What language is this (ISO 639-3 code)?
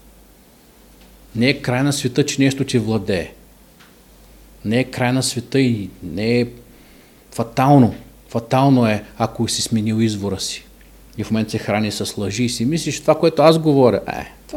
bul